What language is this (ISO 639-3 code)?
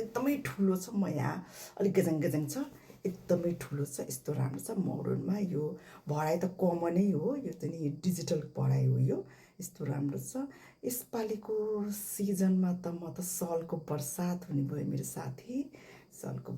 nep